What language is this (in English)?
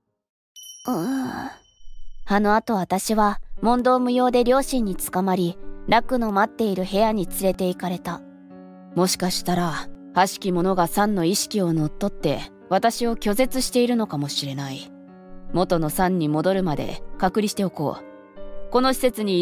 Japanese